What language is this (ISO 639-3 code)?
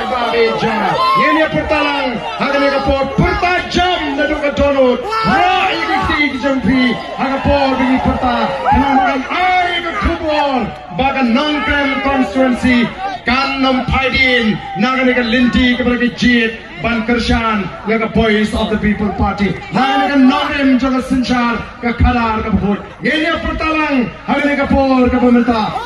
kha